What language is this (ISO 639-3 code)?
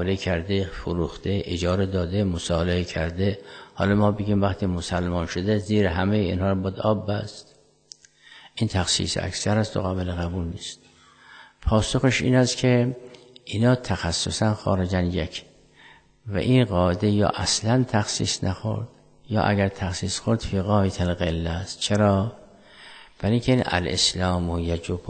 fas